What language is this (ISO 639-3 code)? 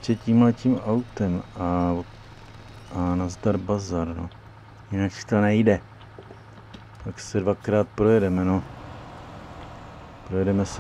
ces